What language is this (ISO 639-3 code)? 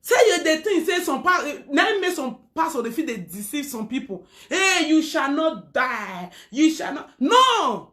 pcm